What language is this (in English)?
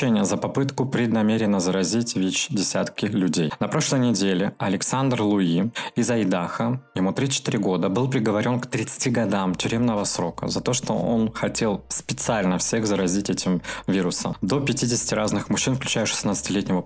Russian